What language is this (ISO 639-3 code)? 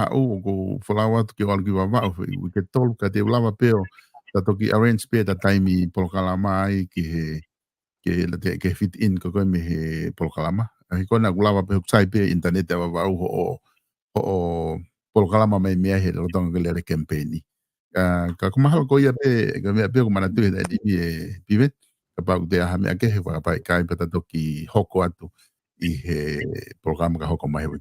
ton